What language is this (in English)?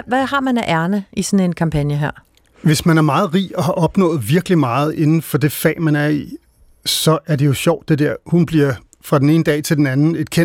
Danish